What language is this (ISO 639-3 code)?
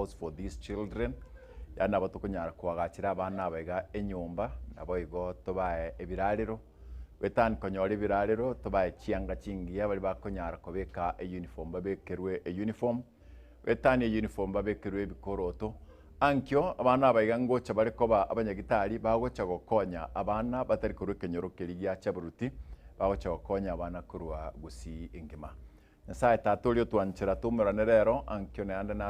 guz